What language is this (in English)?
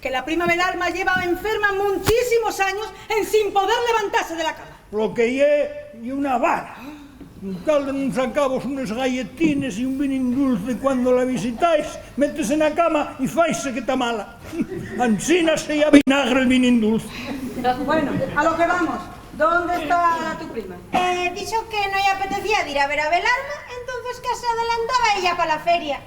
Asturian